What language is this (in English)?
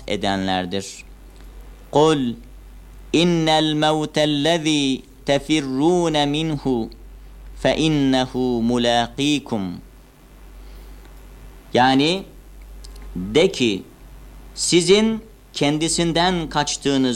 Turkish